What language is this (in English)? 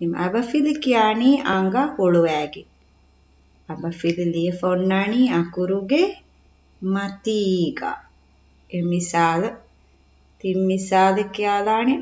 Divehi